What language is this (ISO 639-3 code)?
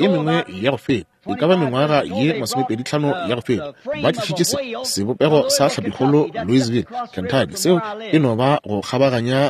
nso